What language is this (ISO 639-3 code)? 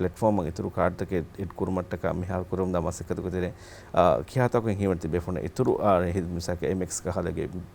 div